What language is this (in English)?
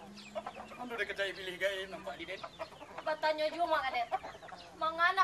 Minangkabau